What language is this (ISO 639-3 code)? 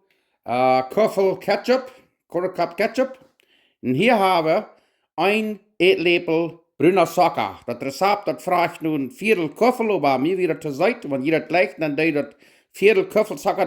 pdt